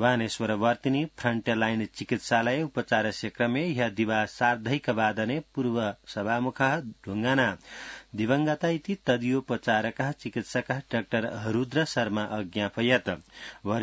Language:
Sanskrit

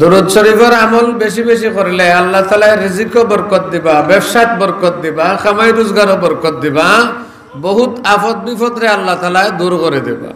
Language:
Sylheti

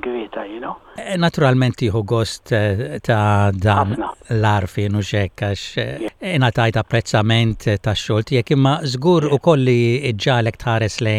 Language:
Maltese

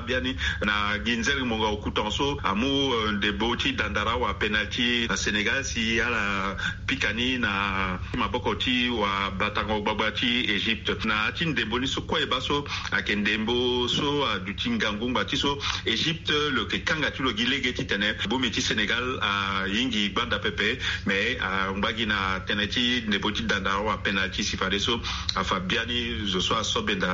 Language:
Sango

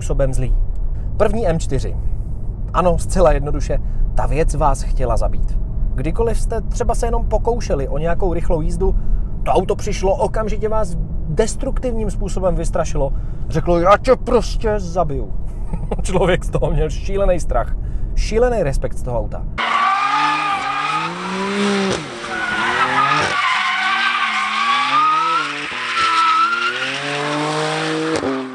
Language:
Czech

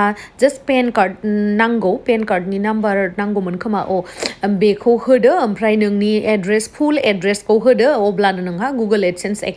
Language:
Bodo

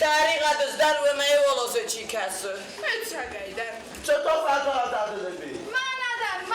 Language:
Ossetic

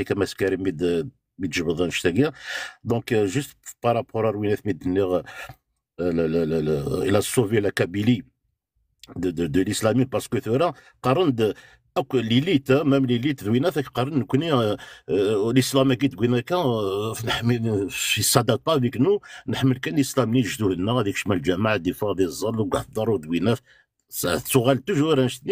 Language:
Kabyle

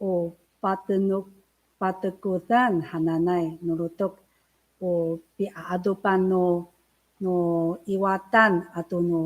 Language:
Amis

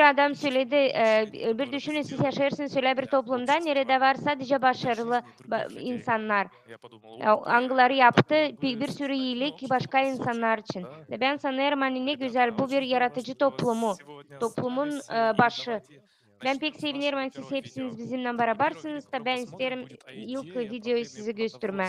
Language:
Gagauz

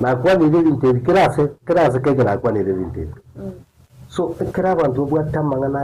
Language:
Gusii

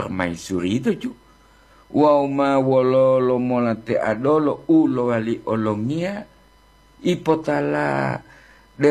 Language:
Gorontalo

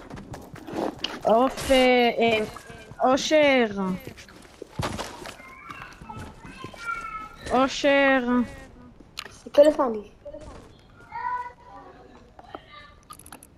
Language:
Hebrew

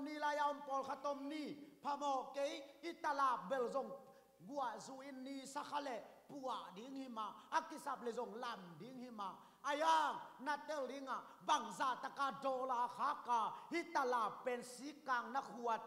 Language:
Tedim Chin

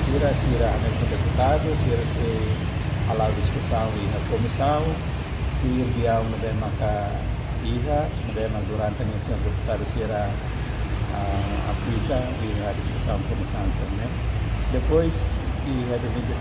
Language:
Tetum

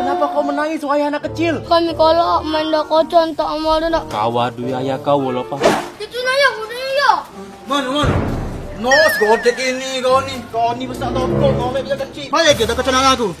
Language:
Musi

